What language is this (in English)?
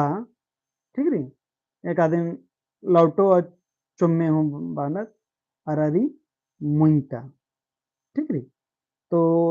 Kurukh